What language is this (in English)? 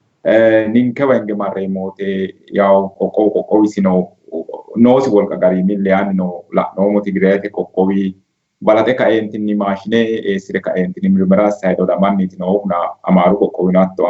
Sidamo